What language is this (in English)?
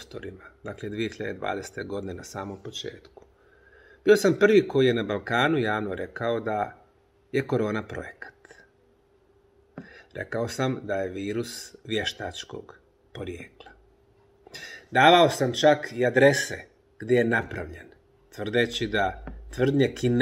Bosnian